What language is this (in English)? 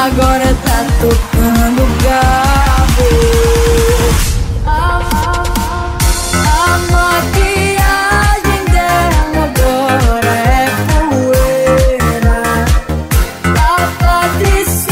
Portuguese